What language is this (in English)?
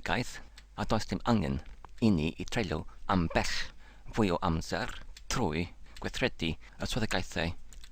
Welsh